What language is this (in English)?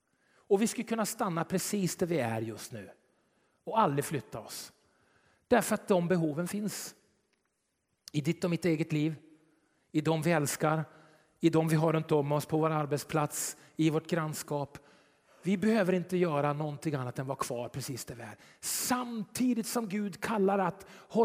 Swedish